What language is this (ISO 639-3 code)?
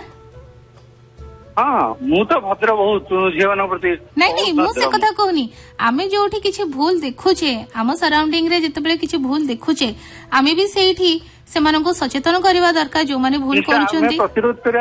ori